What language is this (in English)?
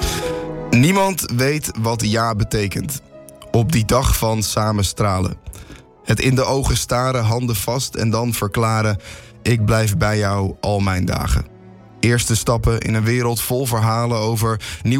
Dutch